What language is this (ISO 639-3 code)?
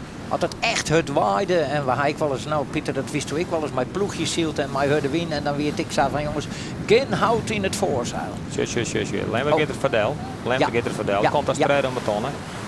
fry